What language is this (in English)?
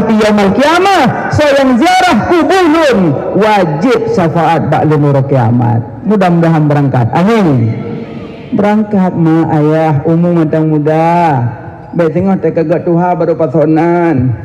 Achinese